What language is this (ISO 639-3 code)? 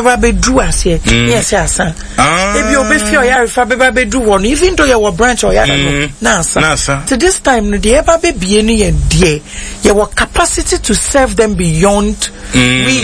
aka